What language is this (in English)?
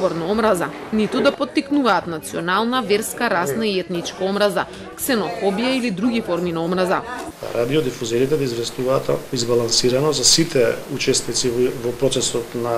Macedonian